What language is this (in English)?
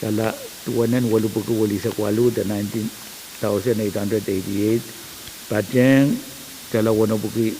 Pohnpeian